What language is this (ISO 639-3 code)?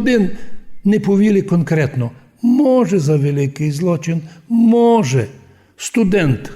rue